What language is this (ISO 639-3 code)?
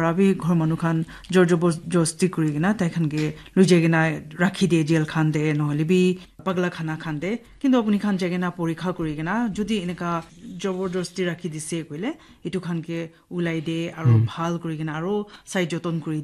nag